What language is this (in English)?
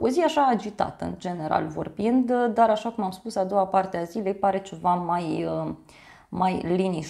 Romanian